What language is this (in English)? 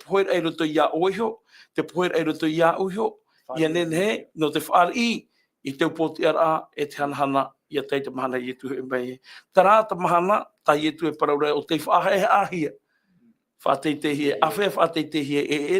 Tahitian